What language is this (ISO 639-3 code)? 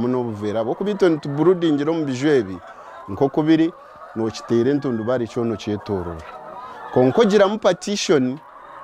nyn